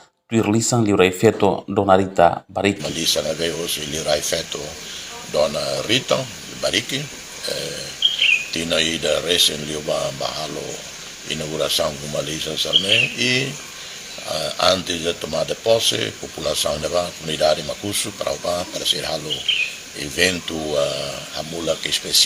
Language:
Tetum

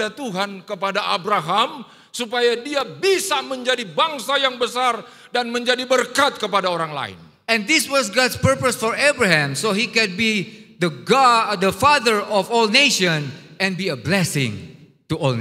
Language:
Indonesian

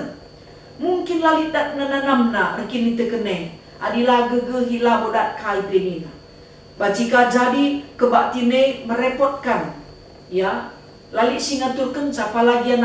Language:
Batak Karo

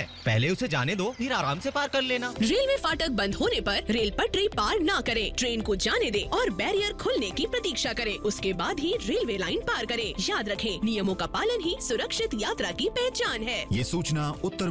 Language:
Hindi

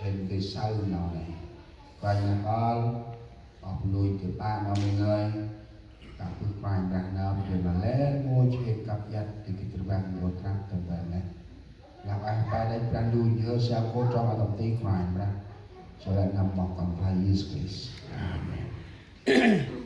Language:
Central Mnong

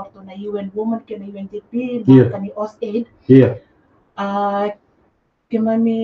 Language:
Fijian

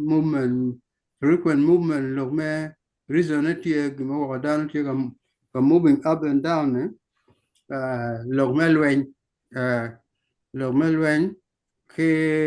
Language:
Acoli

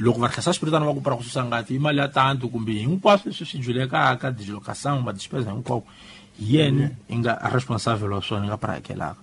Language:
Tsonga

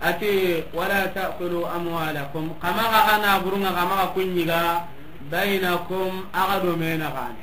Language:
Soninke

